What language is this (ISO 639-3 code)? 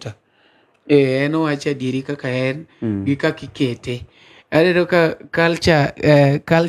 luo